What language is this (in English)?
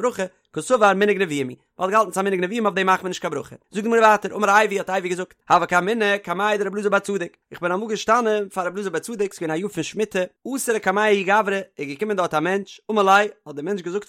Yiddish